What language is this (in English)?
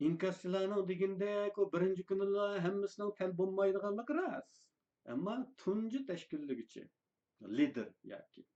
Uyghur